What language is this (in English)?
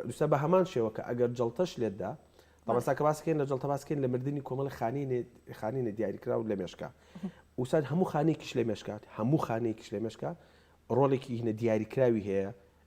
Central Kurdish